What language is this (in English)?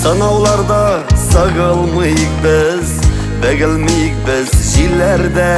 Bashkir